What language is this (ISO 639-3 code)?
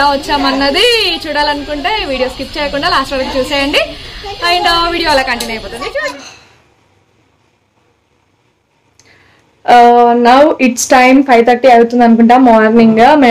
tel